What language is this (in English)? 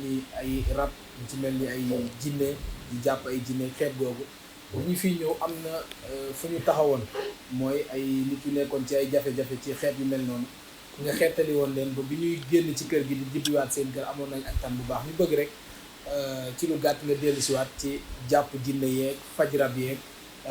Wolof